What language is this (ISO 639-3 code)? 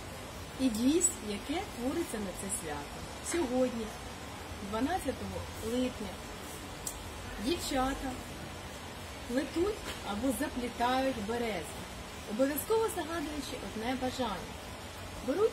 ukr